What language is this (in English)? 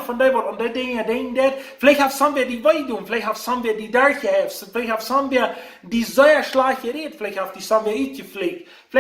Plautdietsch